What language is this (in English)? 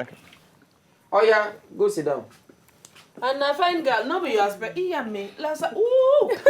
Nigerian Pidgin